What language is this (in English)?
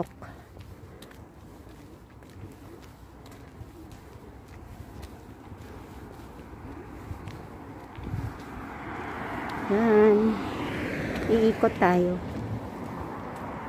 Filipino